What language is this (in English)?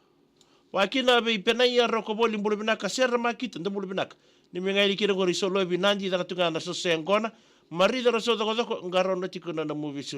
Fijian